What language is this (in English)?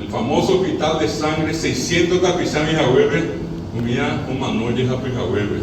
Guarani